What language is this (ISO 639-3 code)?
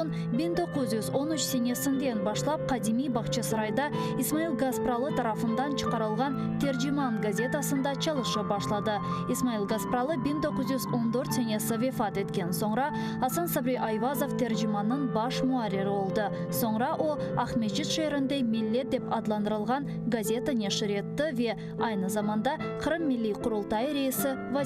crh